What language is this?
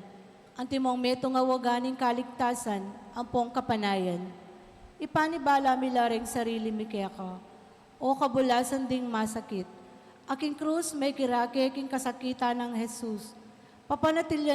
Pampanga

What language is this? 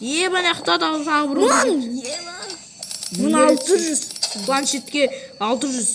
Kazakh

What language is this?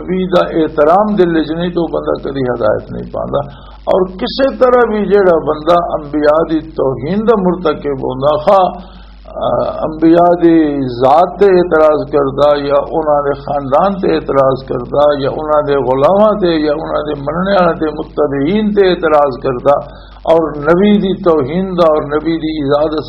Western Panjabi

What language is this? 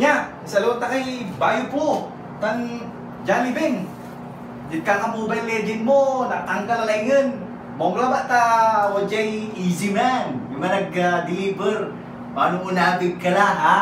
Pangasinan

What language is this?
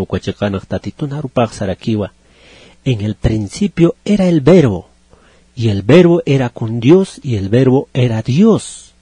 Aymara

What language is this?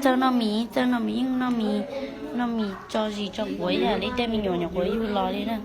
Hmong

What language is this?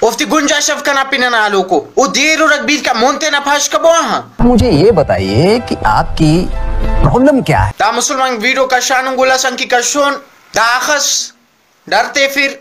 Brahui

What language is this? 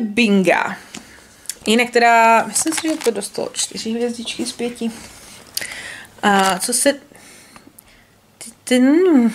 Czech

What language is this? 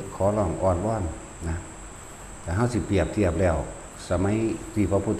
Northeastern Thai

